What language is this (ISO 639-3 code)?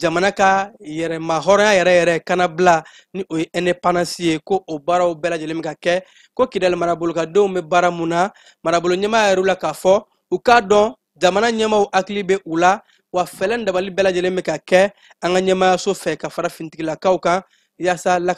bam